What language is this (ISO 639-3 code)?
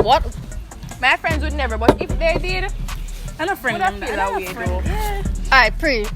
jam